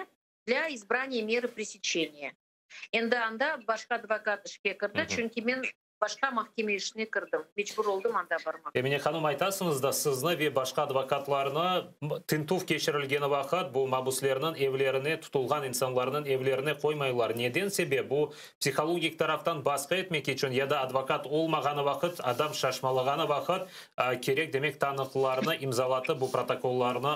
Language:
Crimean Tatar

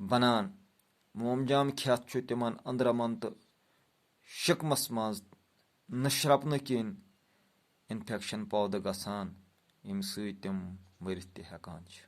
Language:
Kashmiri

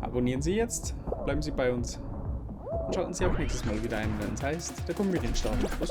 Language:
Bavarian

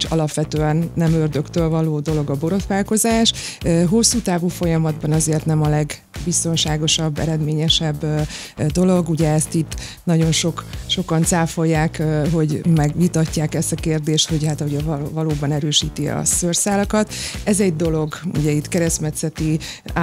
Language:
Hungarian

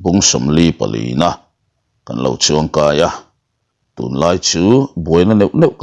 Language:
Mizo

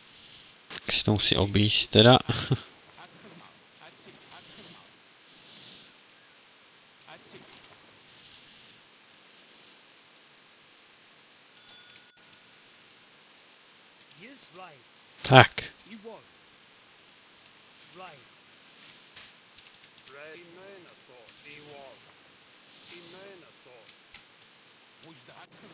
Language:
Czech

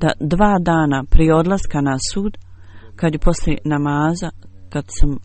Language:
Bosnian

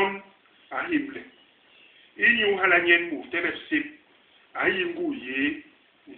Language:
Basaa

